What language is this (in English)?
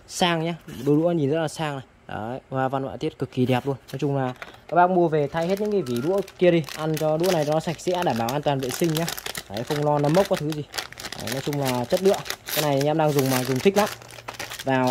Vietnamese